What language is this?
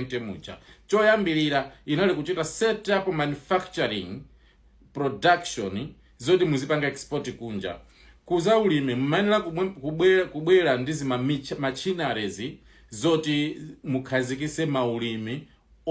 Nyanja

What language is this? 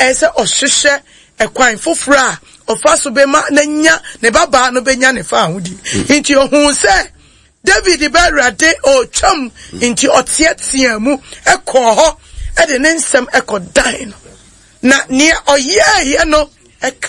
Akan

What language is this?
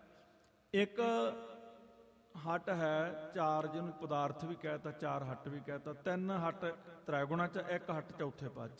Punjabi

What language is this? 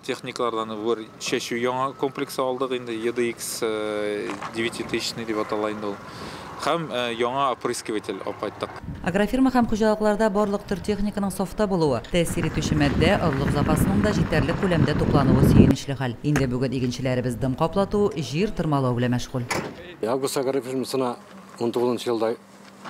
Tatar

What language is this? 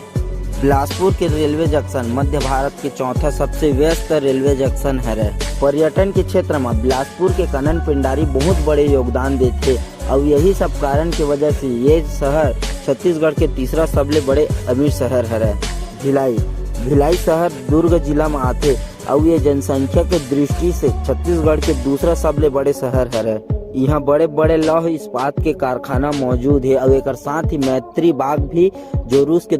Chhattisgarhi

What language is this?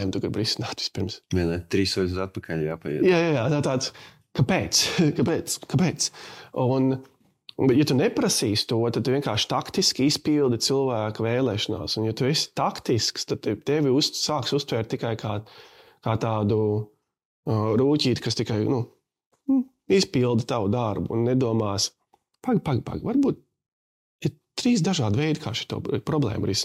Latvian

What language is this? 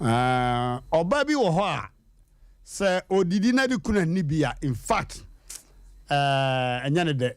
Akan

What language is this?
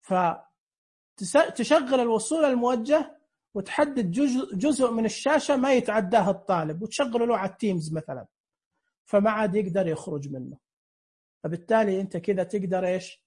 Najdi Arabic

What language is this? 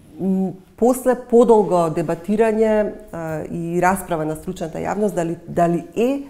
Macedonian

